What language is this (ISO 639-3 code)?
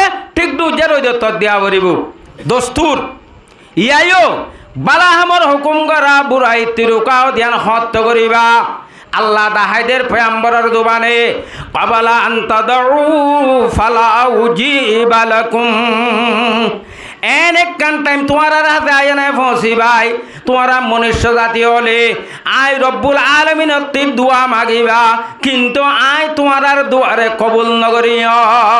rhg